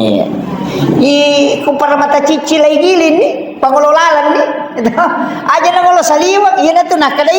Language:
Buginese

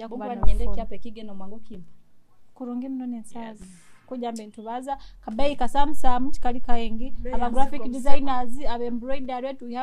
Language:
Nyoro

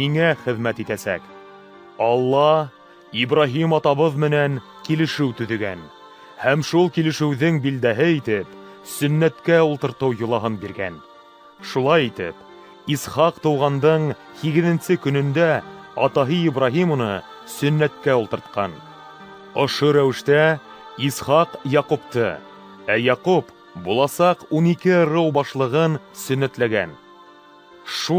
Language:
Bashkir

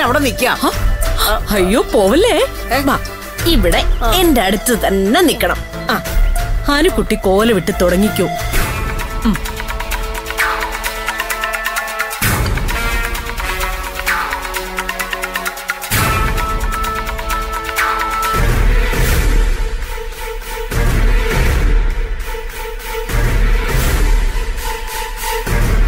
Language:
Malayalam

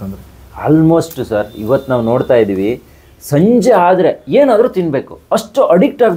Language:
Kannada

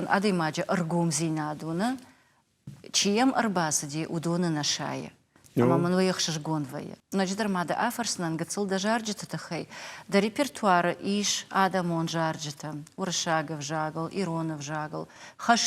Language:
Ossetic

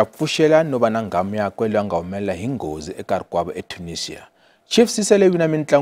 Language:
Tsonga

